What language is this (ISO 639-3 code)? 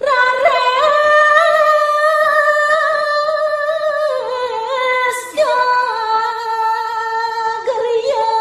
ban